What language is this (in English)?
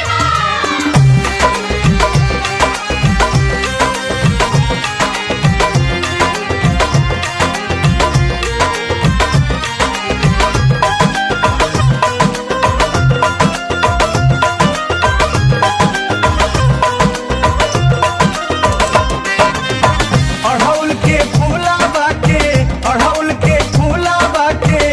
Bhojpuri